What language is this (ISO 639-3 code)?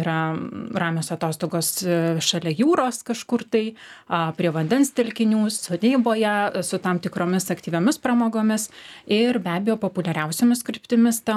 lit